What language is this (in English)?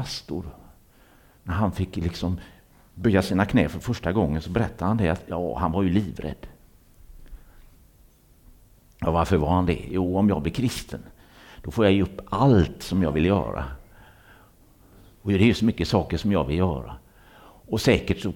Swedish